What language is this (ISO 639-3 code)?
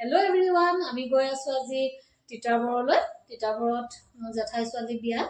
asm